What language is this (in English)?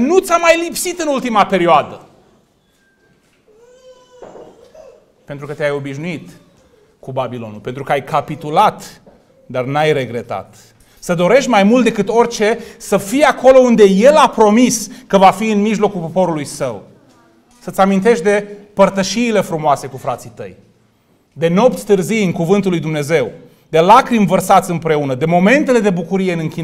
Romanian